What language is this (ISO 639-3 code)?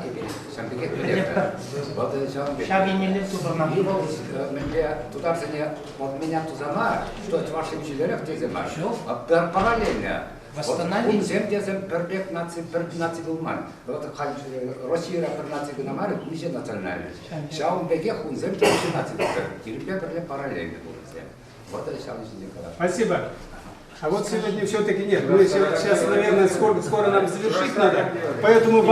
chv